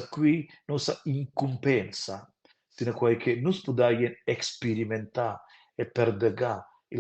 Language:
Romansh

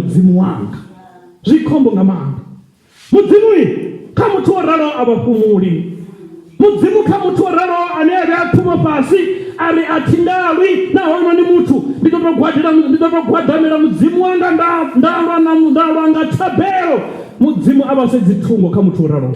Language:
Venda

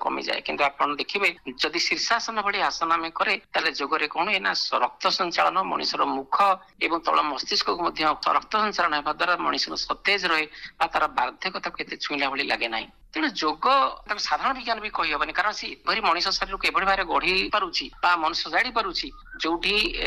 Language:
Odia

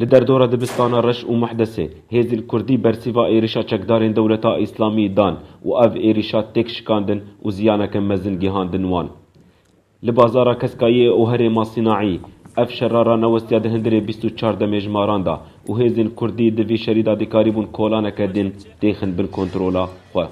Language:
Kurdish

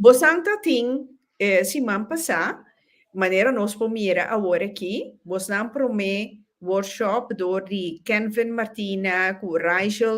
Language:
Papiamento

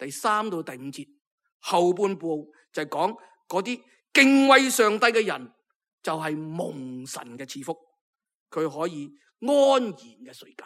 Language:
Cantonese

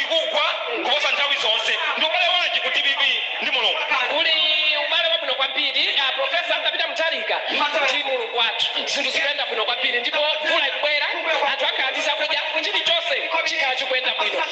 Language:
Nyanja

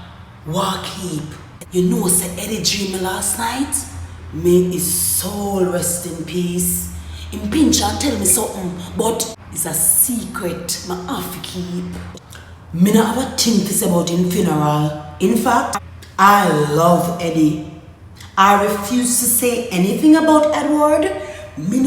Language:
Jamaican Creole English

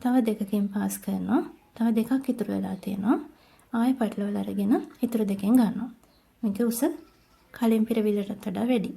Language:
Sinhala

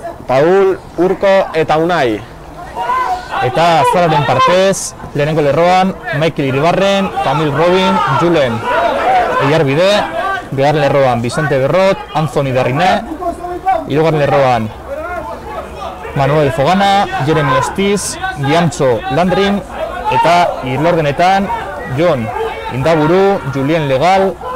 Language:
Basque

